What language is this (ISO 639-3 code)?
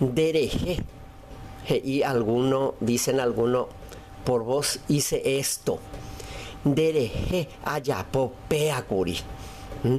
grn